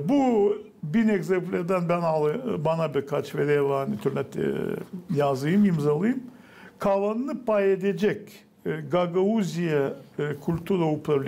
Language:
Gagauz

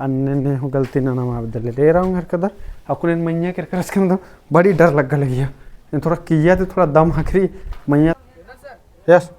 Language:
Kurukh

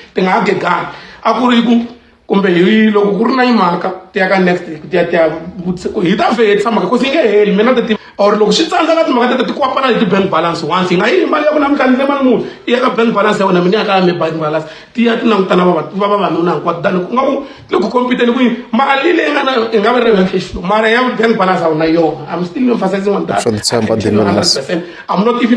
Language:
Tsonga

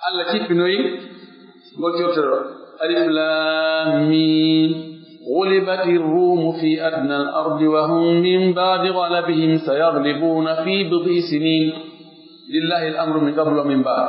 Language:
Pular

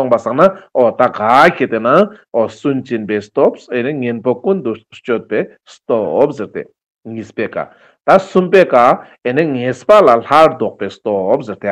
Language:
Ladakhi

